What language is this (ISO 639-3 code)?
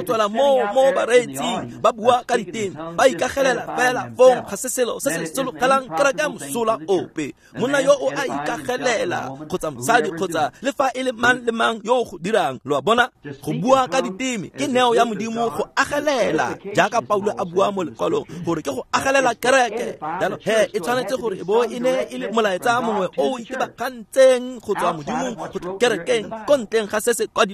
tsn